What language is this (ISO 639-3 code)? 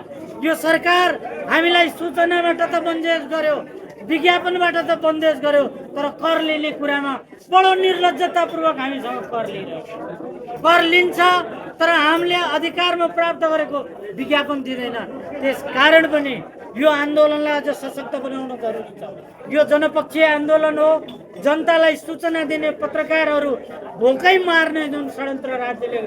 nep